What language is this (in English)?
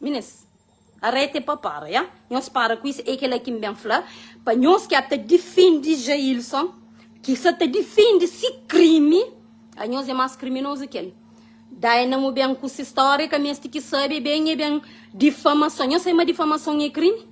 Kabuverdianu